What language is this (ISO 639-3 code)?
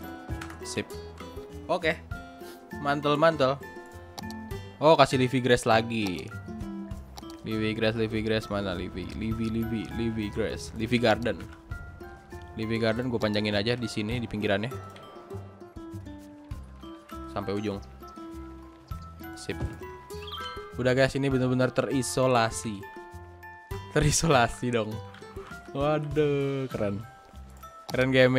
ind